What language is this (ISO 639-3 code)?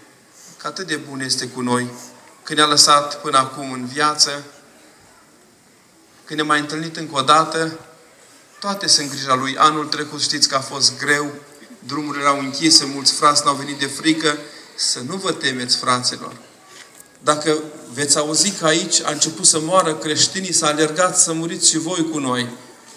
ron